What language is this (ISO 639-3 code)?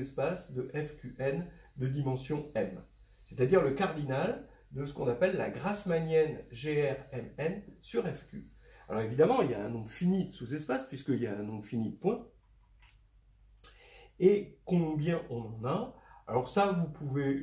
fra